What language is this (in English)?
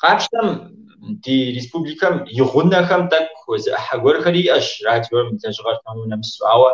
Kabardian